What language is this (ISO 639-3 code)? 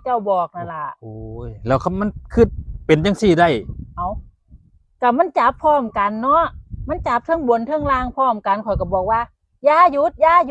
tts